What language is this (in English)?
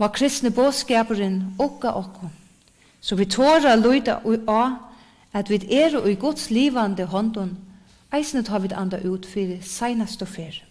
Faroese